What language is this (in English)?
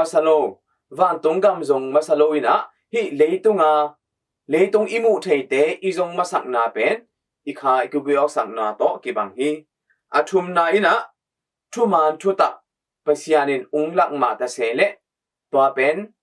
Tedim Chin